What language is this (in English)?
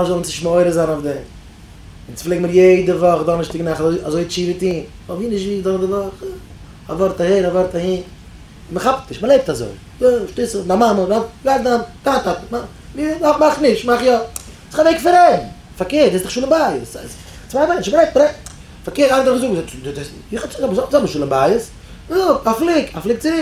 Yiddish